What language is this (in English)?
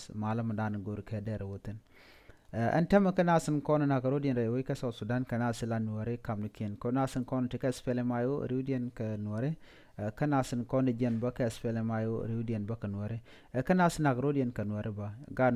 Nuer